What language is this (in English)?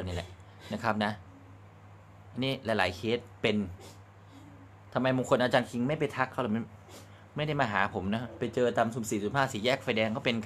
Thai